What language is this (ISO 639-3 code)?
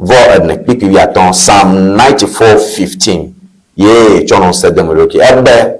ewe